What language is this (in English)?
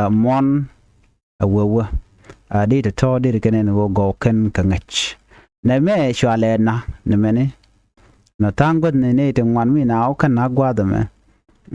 Nuer